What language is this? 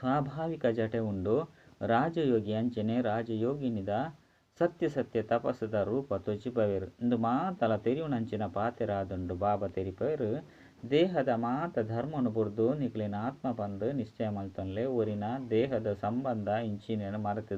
Tulu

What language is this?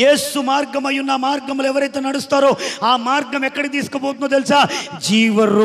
Telugu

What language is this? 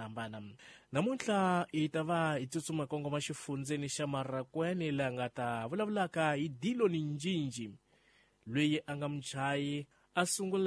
Tsonga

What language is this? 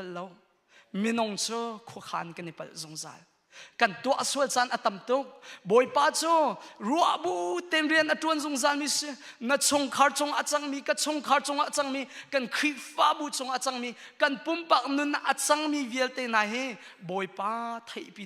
Hakha Chin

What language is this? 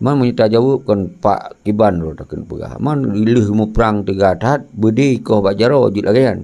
Achinese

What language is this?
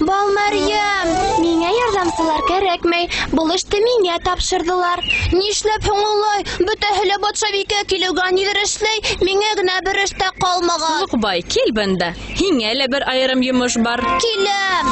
Bashkir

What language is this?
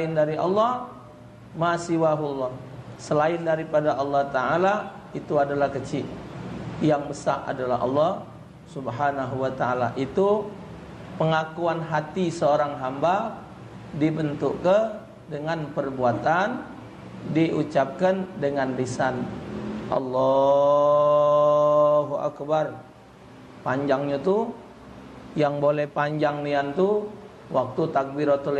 Musi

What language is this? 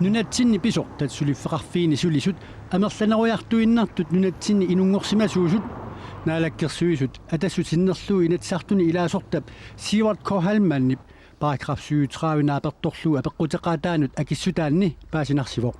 Kalaallisut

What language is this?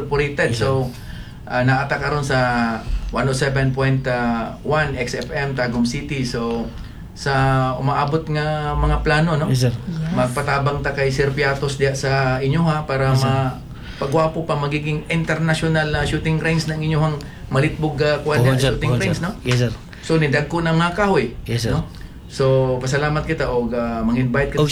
Cebuano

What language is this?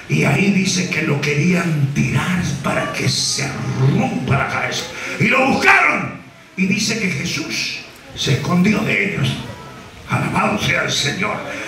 Spanish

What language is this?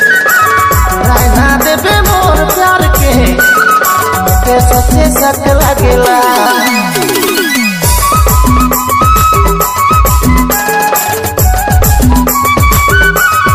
Bhojpuri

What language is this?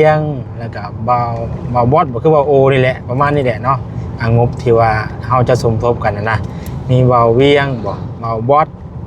Lao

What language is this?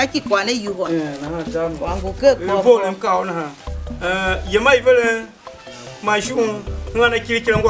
Tiv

